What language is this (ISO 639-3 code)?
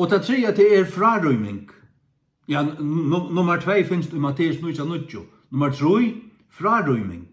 fao